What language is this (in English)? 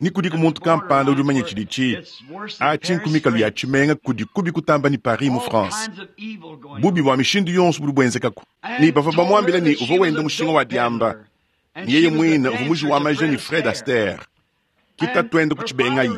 Luba-Lulua